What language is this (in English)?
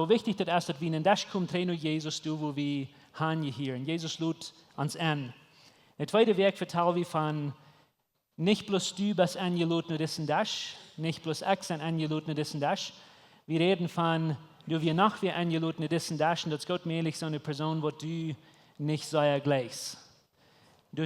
Plautdietsch